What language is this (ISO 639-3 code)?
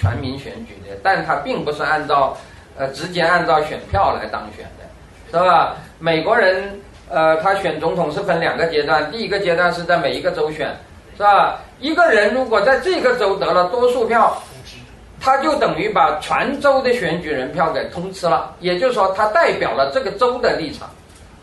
zho